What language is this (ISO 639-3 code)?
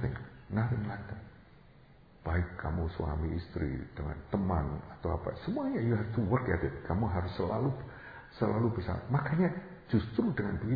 ind